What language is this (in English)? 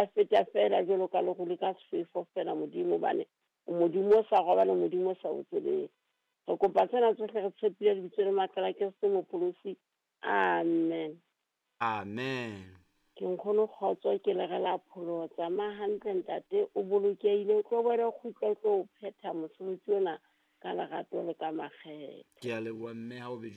Southern Sotho